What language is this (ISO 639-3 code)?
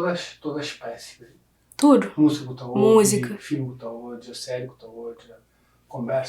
kea